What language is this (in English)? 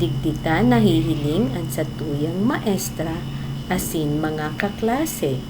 Bikol